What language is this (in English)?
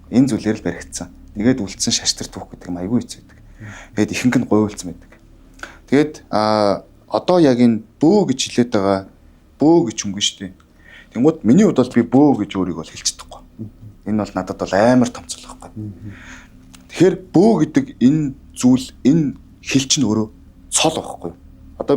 Mongolian